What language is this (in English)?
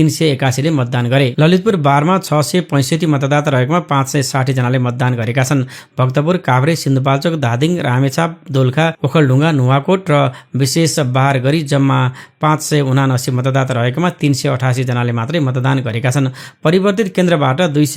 Nepali